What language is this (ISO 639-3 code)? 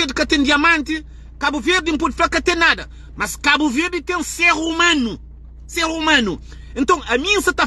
kea